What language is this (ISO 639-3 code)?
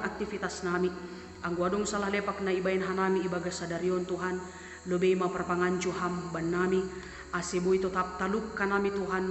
bts